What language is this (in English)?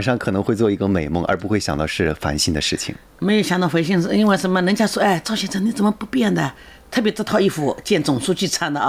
Chinese